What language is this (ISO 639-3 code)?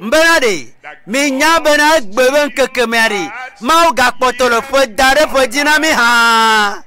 ewe